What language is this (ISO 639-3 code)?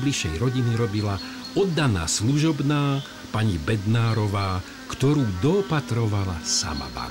slk